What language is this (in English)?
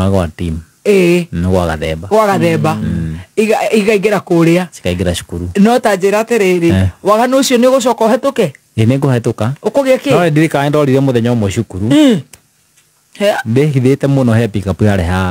Kikuyu